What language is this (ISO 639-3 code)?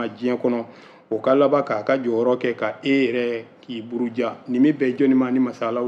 bam